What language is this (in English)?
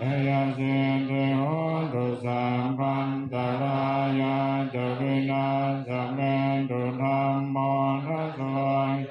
Pali